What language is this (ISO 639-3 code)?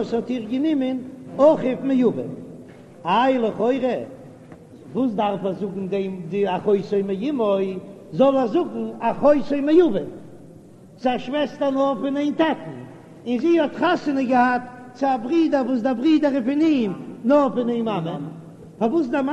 yid